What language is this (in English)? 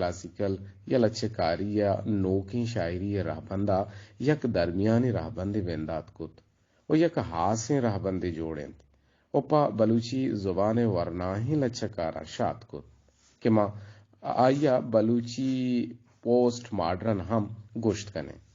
Eastern Balochi